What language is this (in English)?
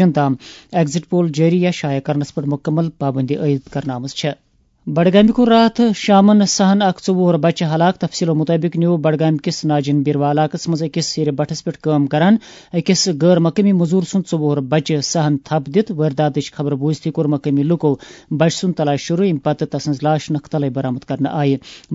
Kashmiri